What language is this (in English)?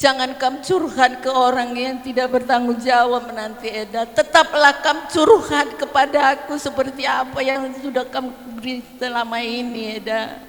Batak Karo